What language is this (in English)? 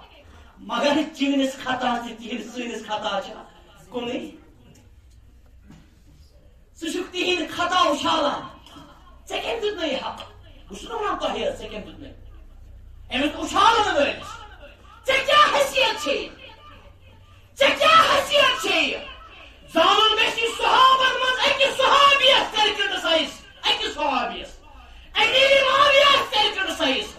Kashmiri